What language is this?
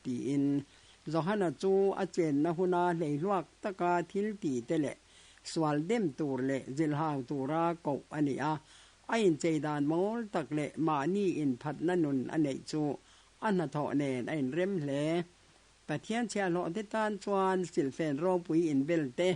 Mizo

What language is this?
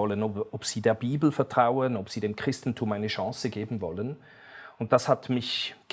Swiss German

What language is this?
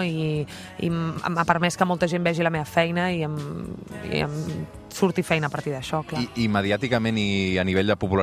Catalan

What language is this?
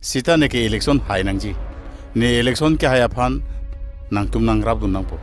Karbi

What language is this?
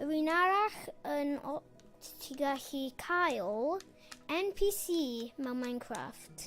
Welsh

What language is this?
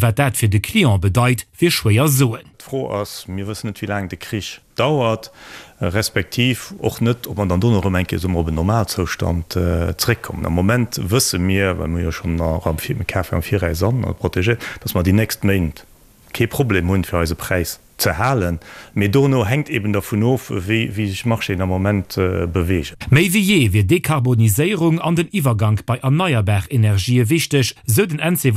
Luxembourgish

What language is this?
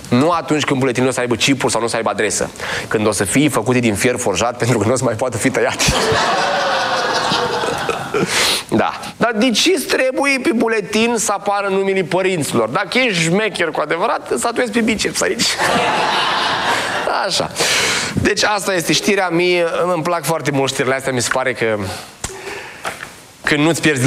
Romanian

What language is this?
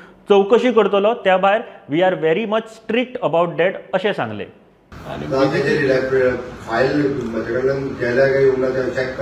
Konkani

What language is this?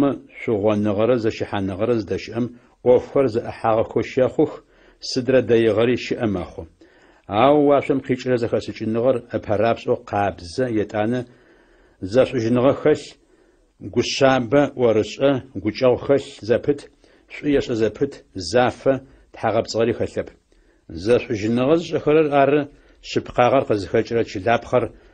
Adyghe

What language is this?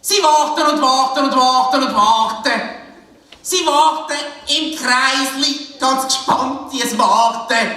Swiss German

